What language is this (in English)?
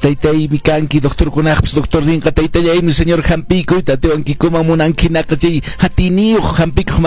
Quechua